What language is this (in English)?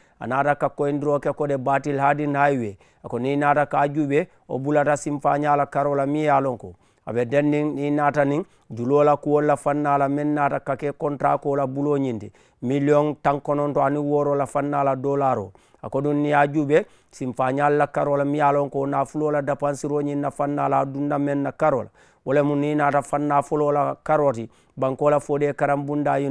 Mandingo